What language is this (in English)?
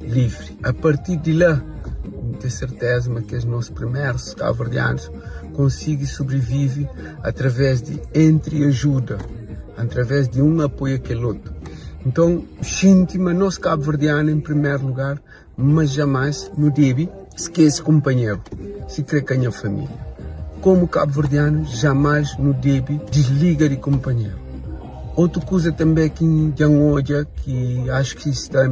Kabuverdianu